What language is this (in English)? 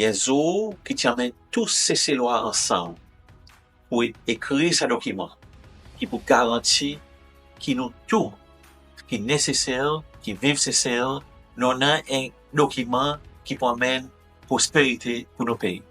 Seselwa Creole French